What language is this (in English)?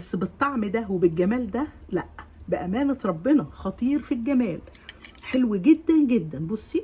Egyptian Arabic